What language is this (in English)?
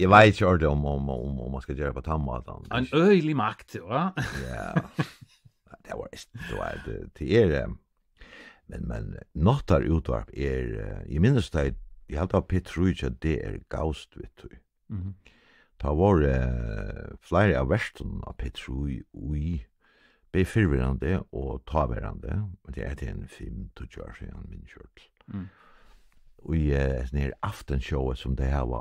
Faroese